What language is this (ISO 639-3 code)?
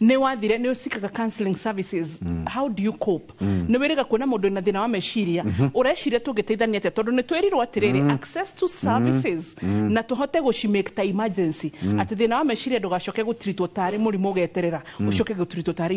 kik